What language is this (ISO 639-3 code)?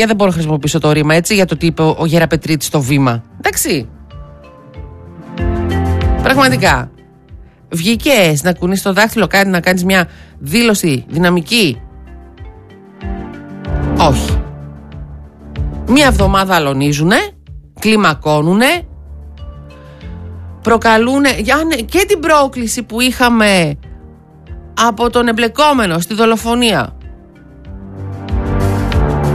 ell